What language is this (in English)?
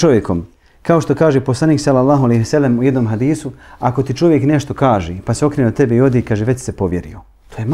Bosnian